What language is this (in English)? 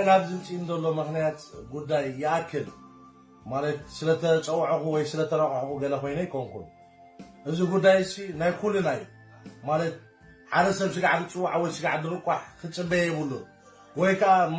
Tigrinya